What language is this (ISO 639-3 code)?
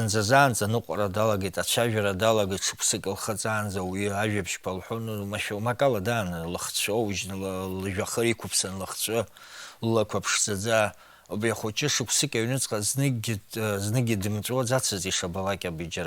abk